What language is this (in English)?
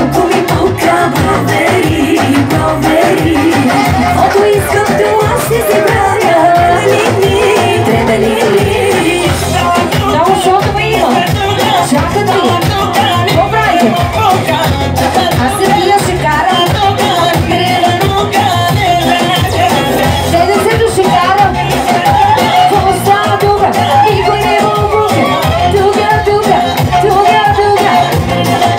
Bulgarian